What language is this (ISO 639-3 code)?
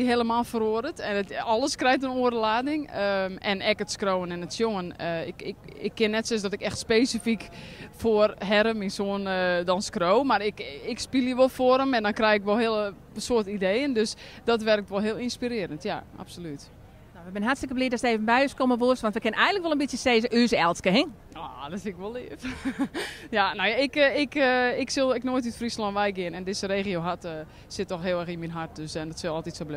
fry